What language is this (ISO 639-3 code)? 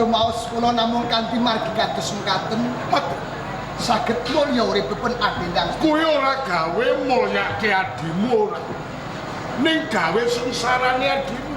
jav